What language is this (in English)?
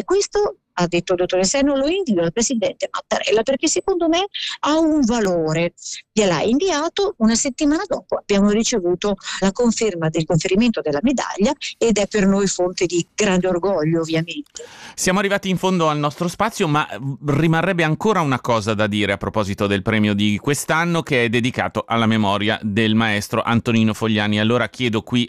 Italian